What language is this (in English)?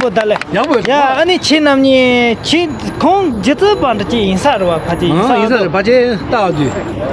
Tibetan